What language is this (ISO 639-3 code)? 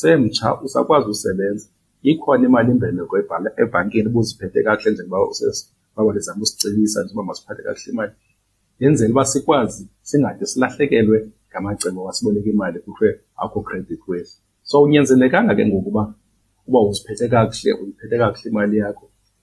xho